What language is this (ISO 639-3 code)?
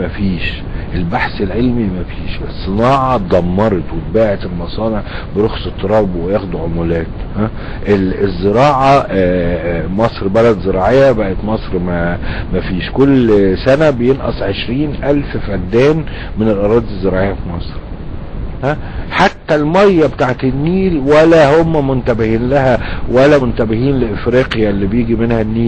arz